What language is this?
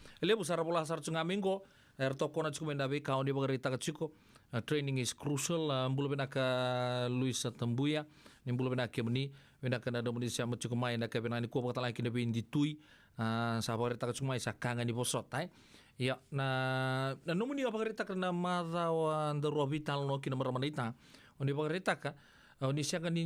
Fijian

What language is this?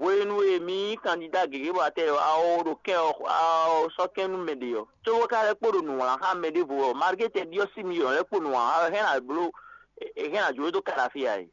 Fon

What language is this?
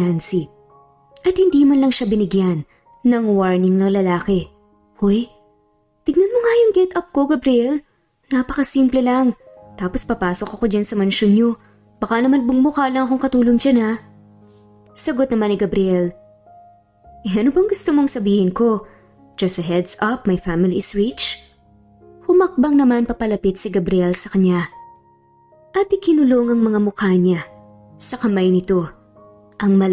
Filipino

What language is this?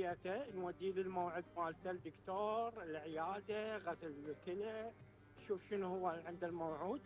Mesopotamian Arabic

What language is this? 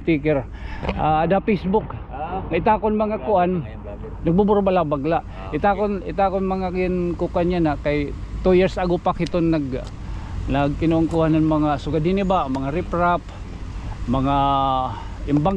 Waray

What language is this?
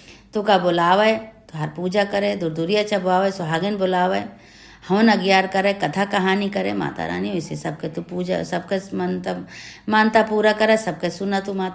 Awadhi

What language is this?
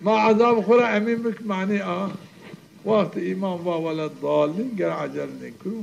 Zaza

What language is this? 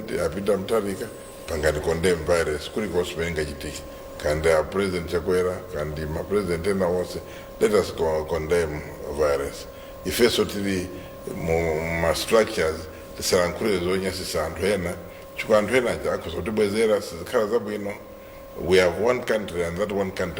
Nyanja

